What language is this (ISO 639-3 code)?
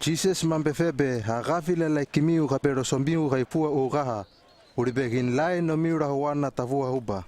lml